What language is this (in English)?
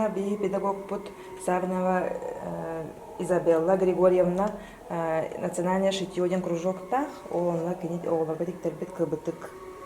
Yakut